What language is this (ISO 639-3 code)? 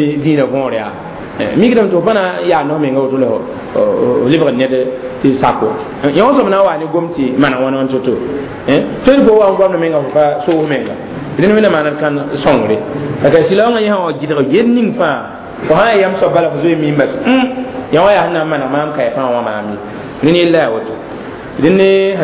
mos